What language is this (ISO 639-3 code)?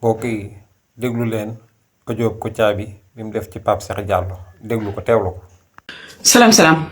wol